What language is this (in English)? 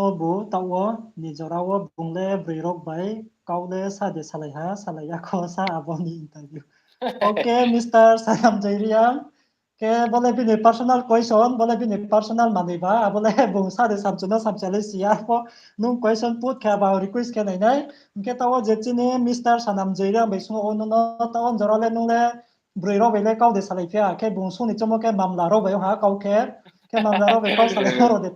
Riang (India)